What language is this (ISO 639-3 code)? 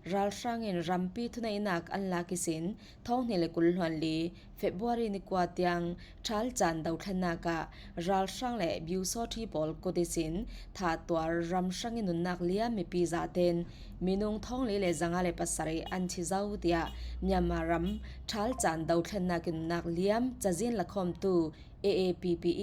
cfm